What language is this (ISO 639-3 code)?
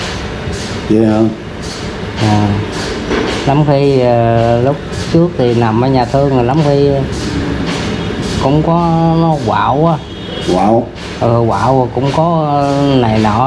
vie